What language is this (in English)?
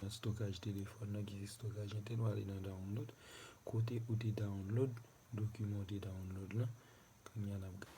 Haitian Creole